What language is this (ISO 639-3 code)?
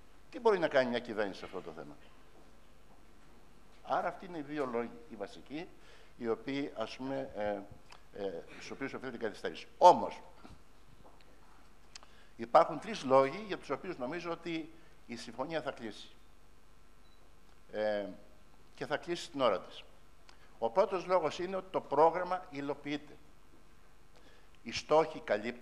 ell